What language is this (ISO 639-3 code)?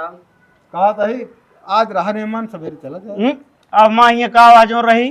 awa